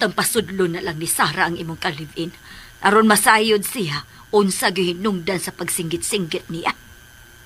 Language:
Cebuano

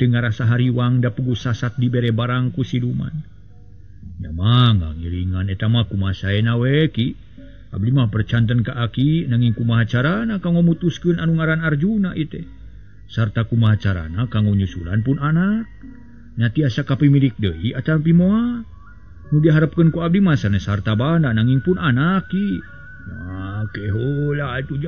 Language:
Sundanese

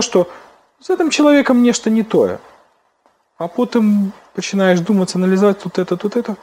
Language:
Belarusian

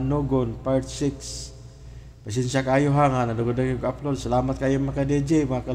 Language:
Cebuano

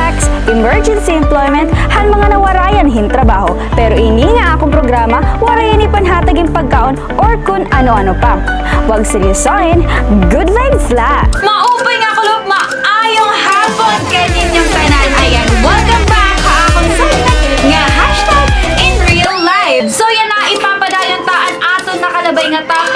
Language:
Waray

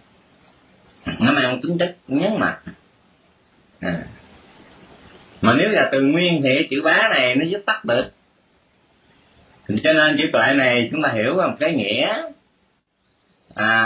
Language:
Vietnamese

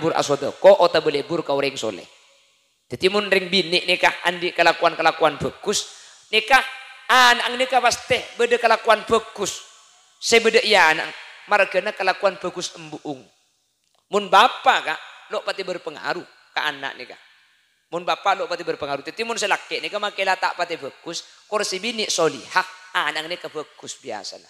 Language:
Madurese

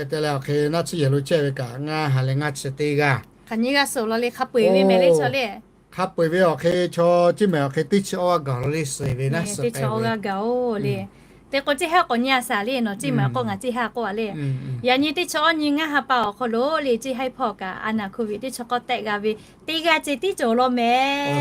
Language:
Lahu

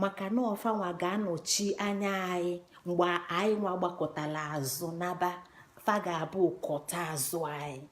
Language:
Igbo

